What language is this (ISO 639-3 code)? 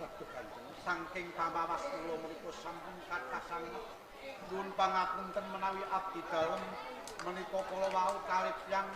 jav